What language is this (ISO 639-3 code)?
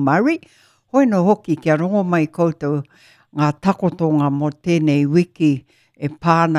mri